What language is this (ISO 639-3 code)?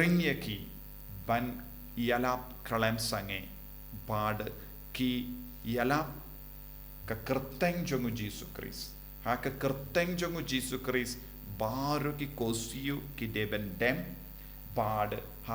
kha